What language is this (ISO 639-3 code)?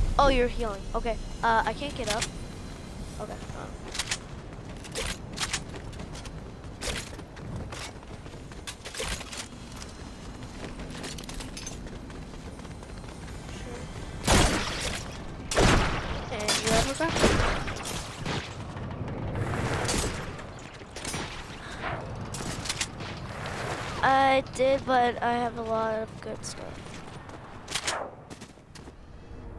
eng